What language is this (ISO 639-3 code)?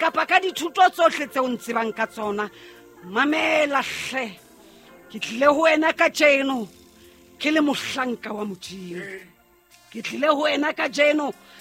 sot